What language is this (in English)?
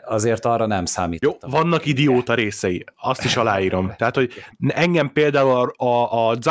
Hungarian